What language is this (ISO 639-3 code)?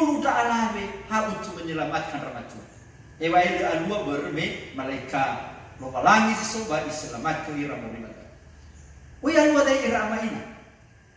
nia